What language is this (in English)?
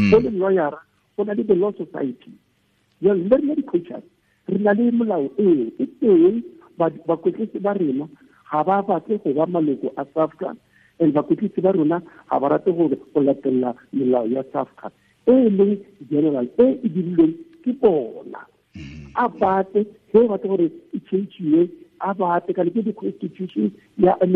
Tswana